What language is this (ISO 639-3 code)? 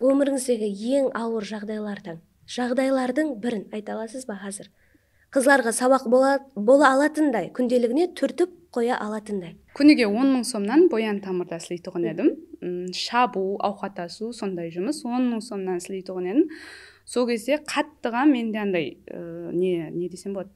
kaa